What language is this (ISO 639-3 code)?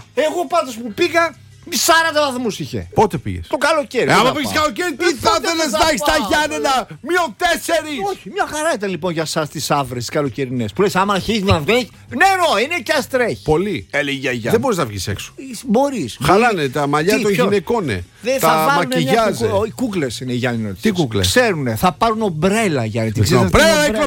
ell